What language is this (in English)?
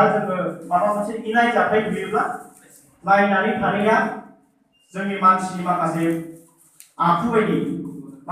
Bodo